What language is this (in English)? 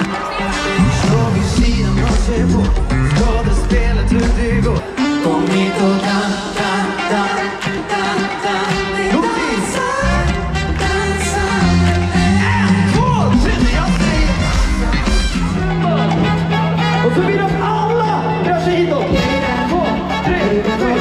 Swedish